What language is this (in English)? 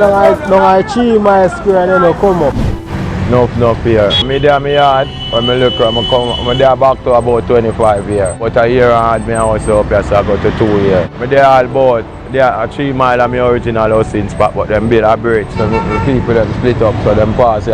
Jamaican Creole English